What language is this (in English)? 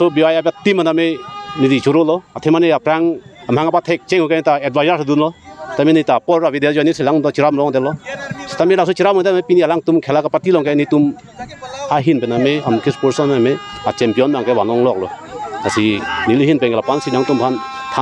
Karbi